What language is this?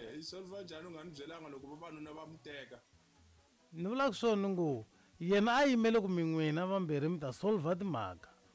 Tsonga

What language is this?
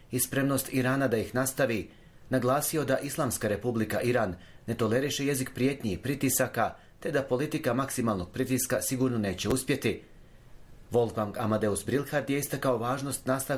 Bosnian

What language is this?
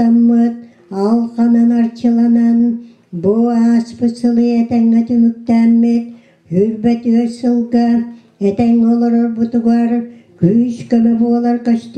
Yakut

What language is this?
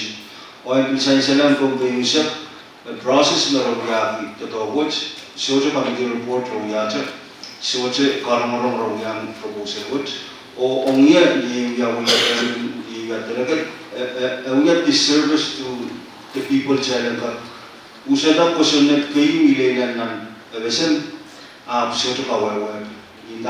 Pohnpeian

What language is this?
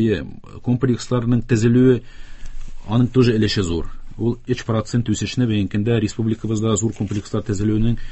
Tatar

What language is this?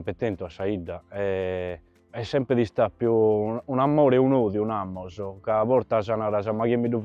Sardinian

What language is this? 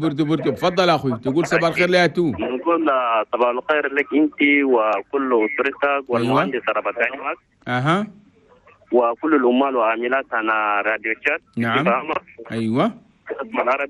Chadian Arabic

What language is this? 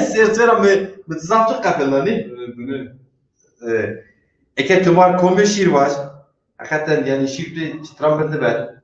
Zaza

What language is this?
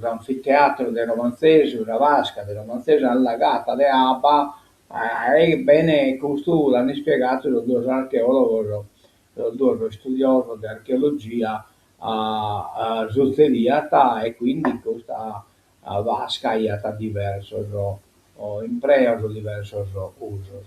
Sardinian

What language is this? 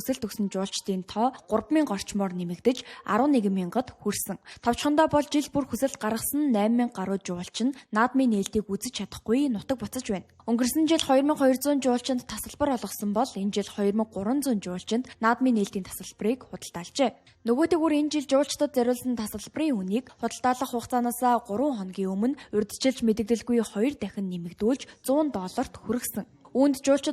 Mongolian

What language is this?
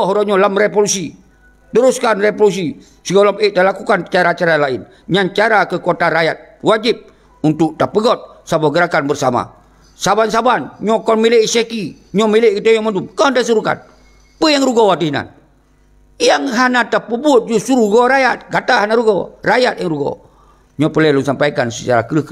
Achinese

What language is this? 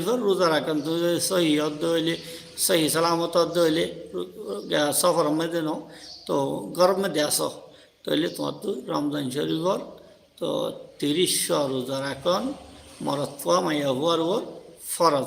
Rohingya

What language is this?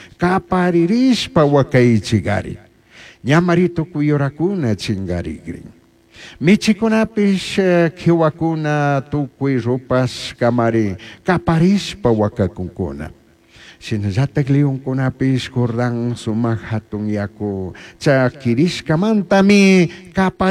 Chimborazo Highland Quichua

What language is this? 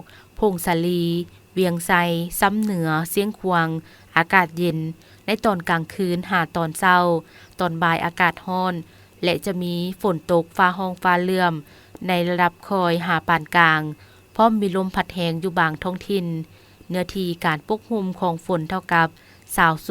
Lao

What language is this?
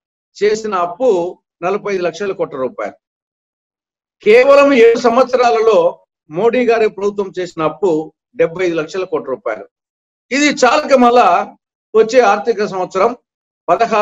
Telugu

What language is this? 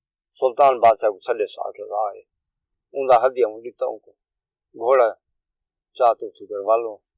Saraiki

